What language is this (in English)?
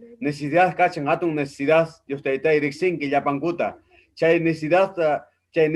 Ayacucho Quechua